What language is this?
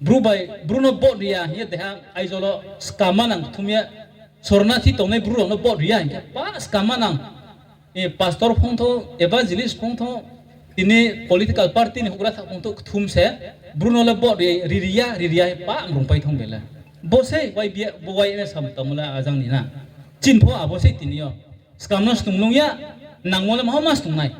Riang (India)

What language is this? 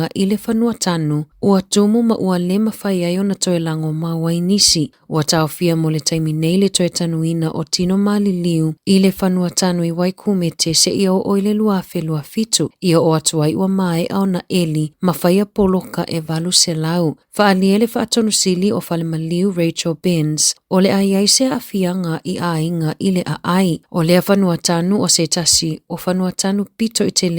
Samoan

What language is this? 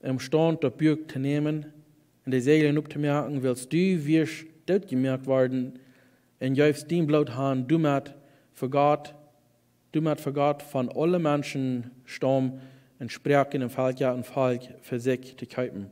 Plautdietsch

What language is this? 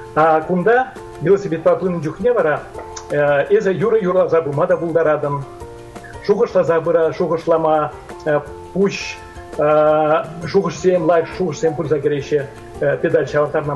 Chuvash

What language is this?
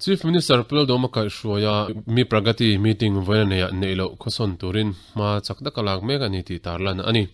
Mizo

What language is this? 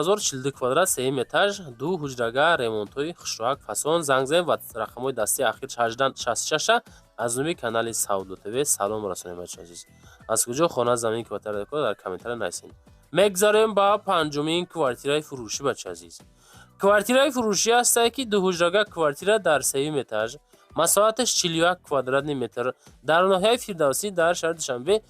Tajik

